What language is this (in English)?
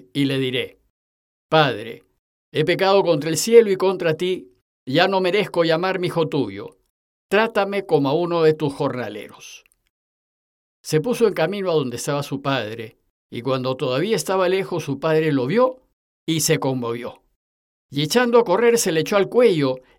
Spanish